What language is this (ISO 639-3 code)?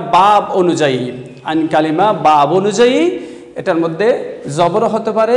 ben